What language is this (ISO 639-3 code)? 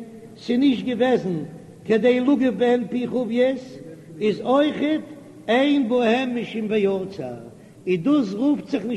yid